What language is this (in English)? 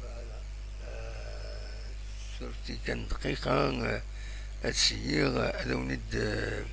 Kabyle